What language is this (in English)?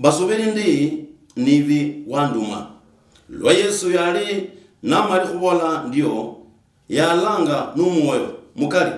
Luyia